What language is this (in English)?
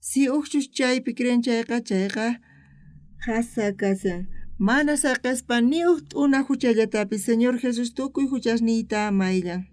South Bolivian Quechua